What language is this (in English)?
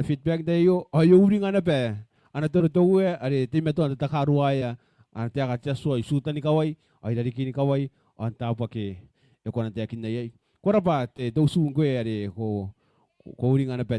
Gilbertese